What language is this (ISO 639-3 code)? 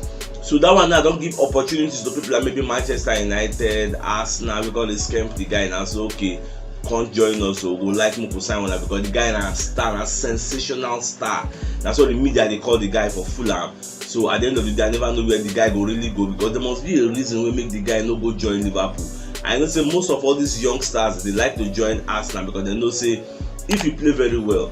pcm